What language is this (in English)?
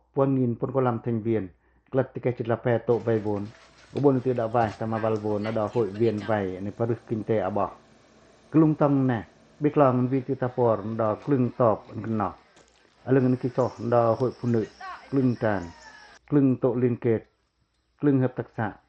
Pacoh